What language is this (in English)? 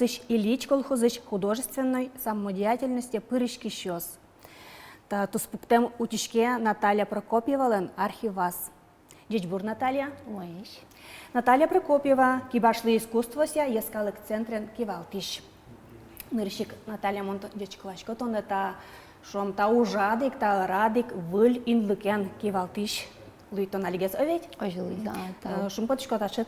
Udmurt